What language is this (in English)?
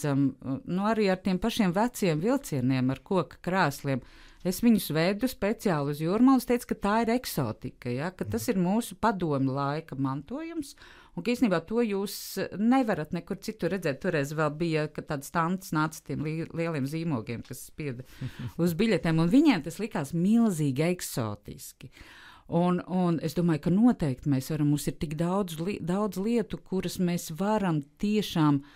Latvian